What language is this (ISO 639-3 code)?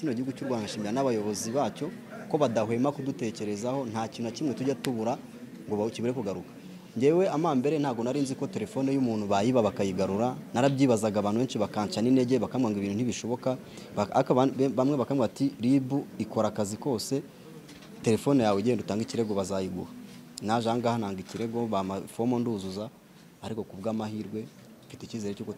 kin